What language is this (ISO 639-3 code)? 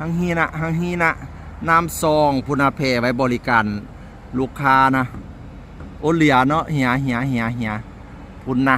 lao